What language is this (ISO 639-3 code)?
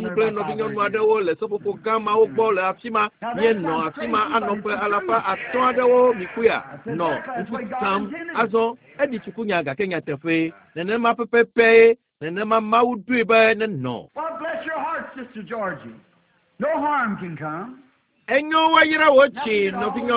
ewe